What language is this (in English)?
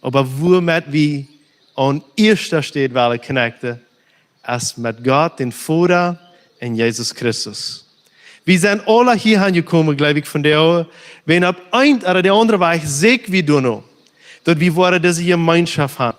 Plautdietsch